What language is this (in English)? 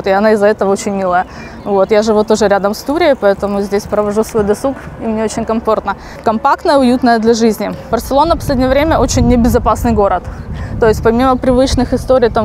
Russian